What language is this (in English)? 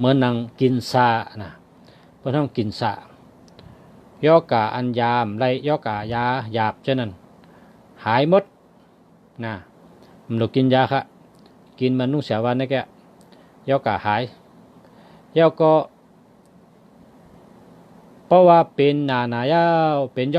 Shan